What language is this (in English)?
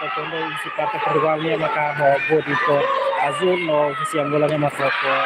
Tetum